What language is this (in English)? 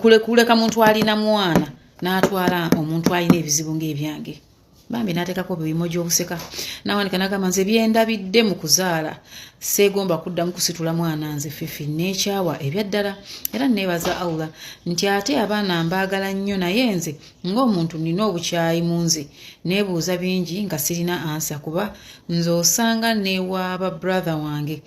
Ganda